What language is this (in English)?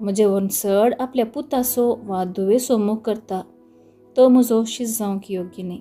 Konkani